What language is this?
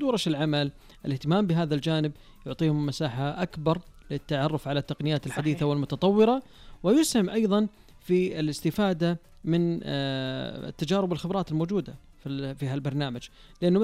Najdi Arabic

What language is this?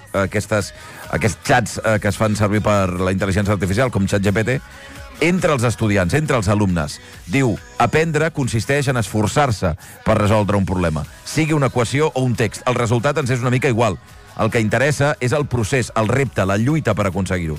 Catalan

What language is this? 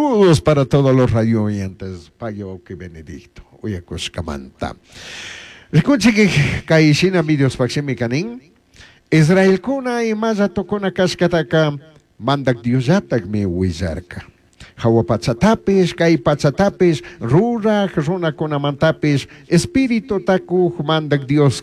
Chimborazo Highland Quichua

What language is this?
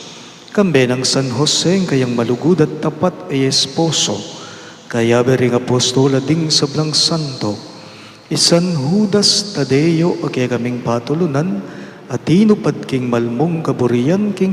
Pampanga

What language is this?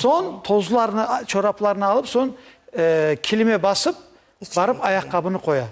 Crimean Tatar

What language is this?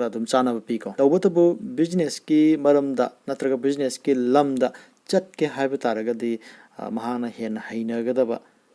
Manipuri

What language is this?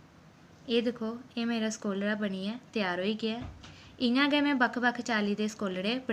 Dogri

